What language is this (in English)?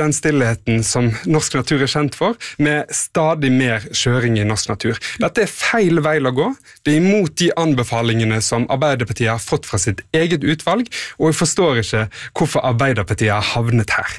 Norwegian